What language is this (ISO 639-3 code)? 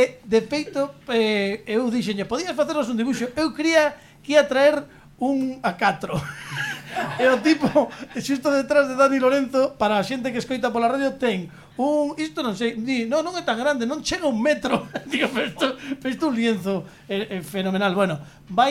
glg